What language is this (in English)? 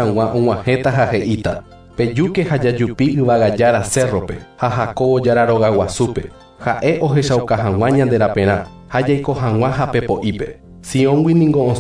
Guarani